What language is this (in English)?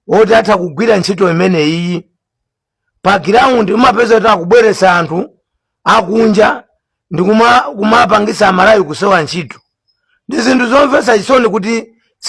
Nyanja